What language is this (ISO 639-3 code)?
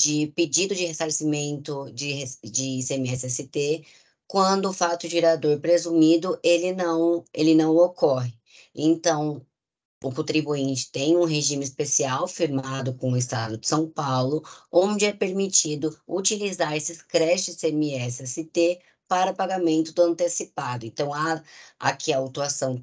por